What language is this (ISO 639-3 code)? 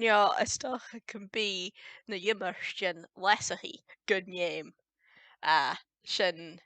gla